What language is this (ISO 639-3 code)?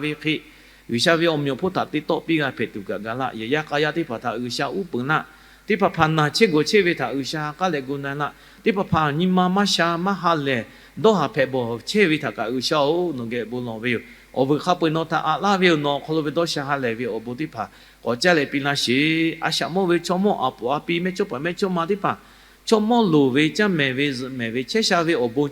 lhu